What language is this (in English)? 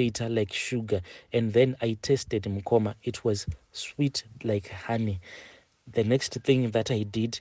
Shona